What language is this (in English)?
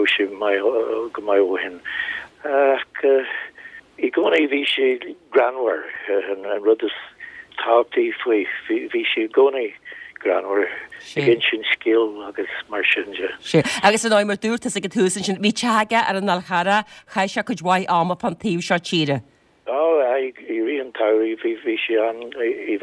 Irish